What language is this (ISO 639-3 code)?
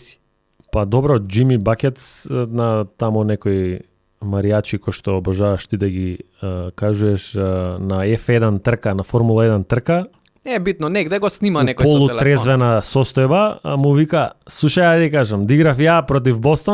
mkd